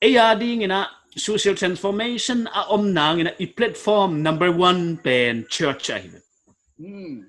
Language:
Paite Chin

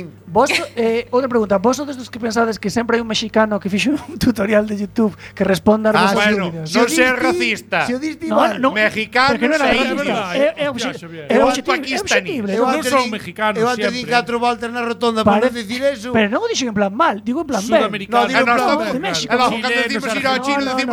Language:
Galician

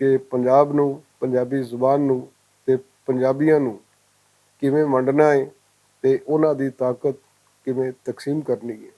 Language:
Western Panjabi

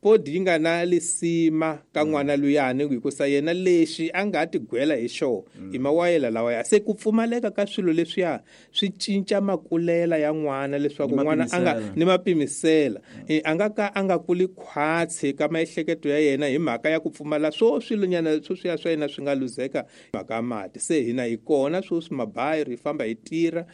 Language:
Tsonga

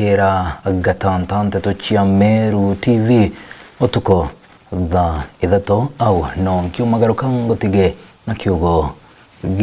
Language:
Meru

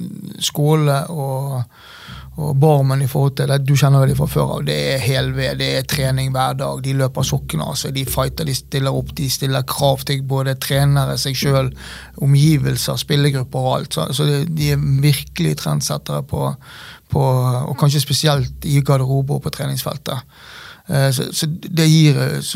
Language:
Norwegian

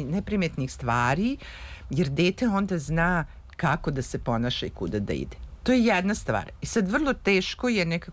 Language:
Serbian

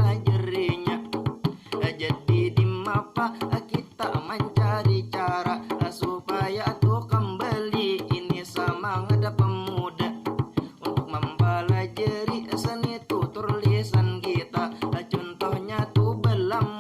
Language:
Banjar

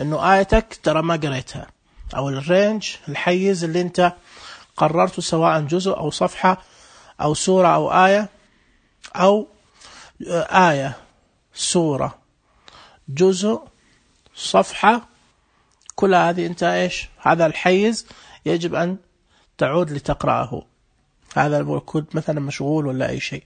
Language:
Najdi Arabic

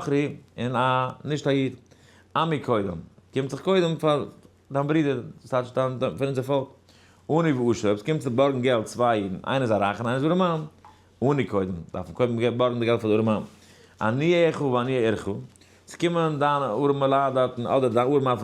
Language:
Yiddish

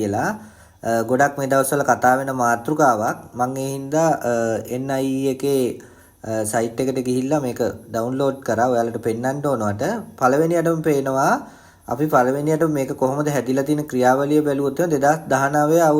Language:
Sinhala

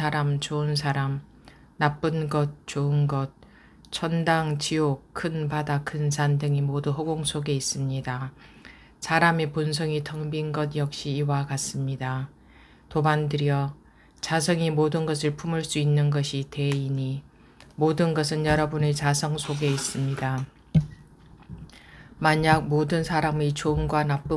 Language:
Korean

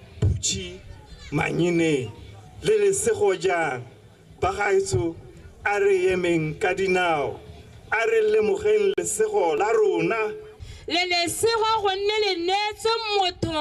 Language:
Tswana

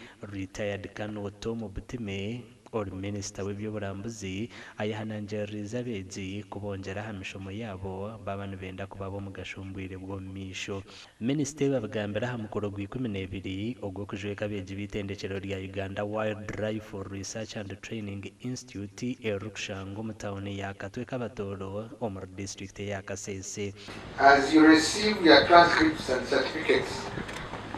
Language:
Nyankole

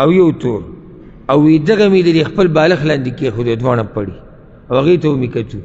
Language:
Pashto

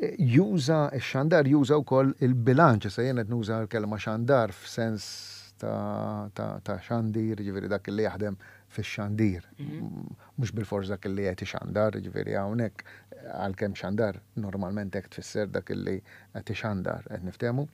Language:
Maltese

